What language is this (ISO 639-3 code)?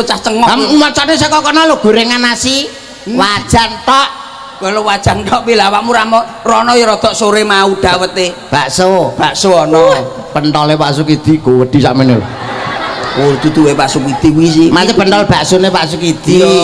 jav